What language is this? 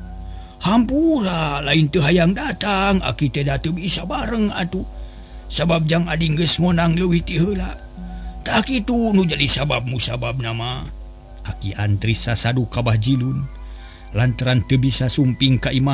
Sundanese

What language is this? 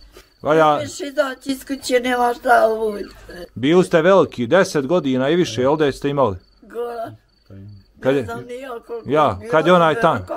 Bosnian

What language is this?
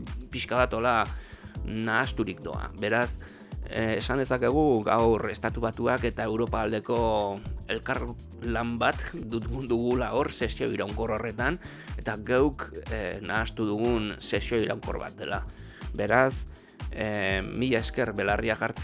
Basque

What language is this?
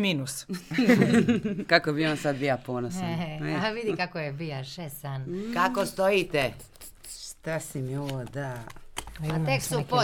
Croatian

